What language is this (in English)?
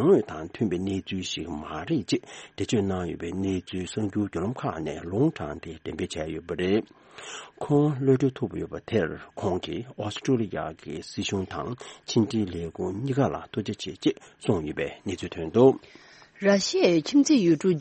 Tibetan